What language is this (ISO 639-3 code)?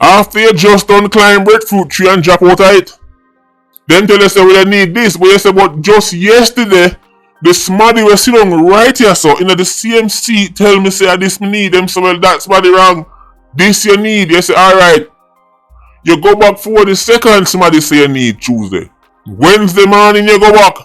jam